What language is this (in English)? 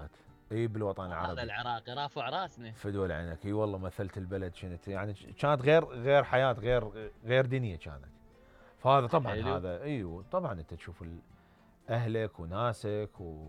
Mesopotamian Arabic